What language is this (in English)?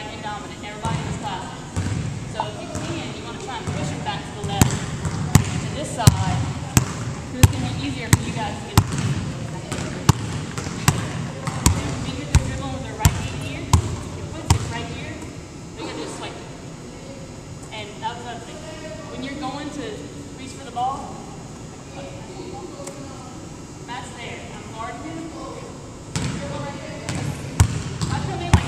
English